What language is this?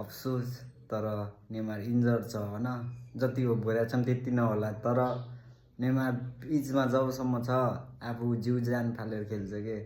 Nepali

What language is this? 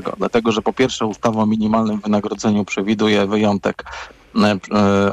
Polish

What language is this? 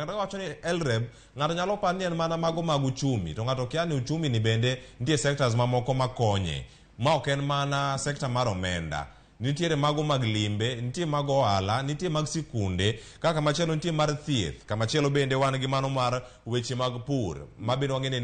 Luo (Kenya and Tanzania)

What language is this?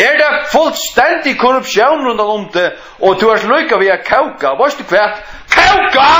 Faroese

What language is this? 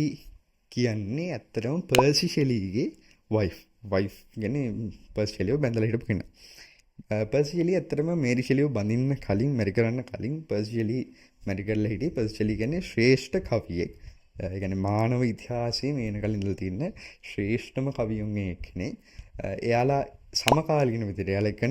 Sinhala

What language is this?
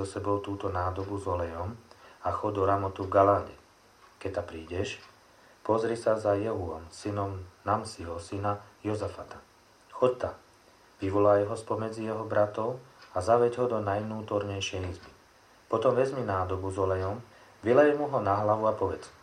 Slovak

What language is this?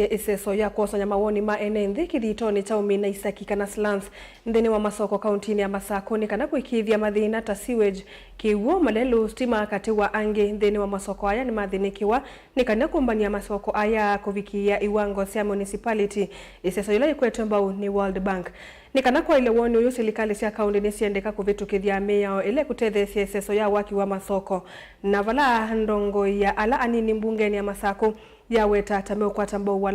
Kamba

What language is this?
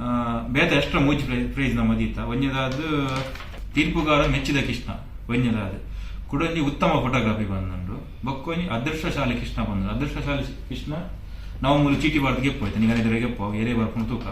Tulu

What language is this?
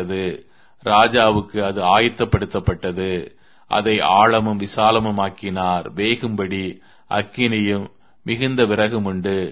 Tamil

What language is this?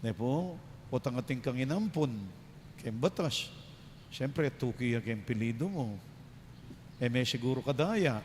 Pampanga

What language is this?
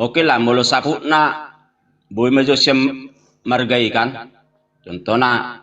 Batak Toba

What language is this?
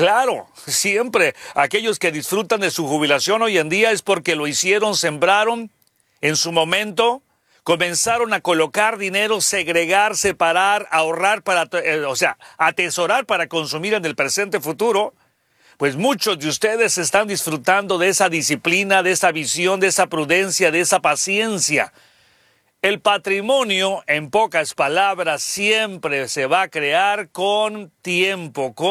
Spanish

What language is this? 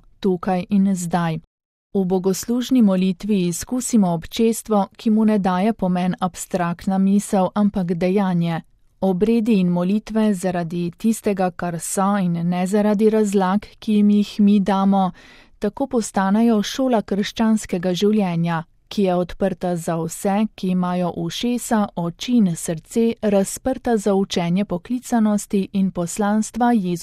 Slovenian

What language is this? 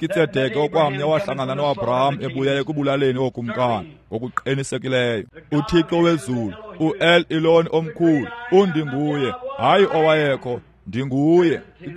Xhosa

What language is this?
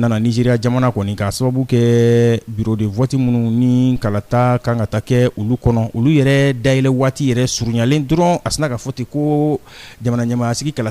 Bambara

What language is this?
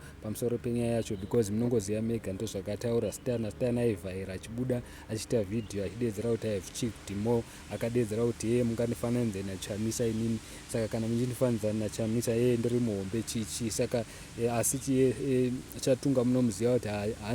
Shona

